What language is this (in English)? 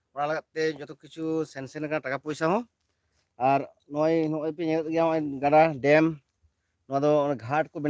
Santali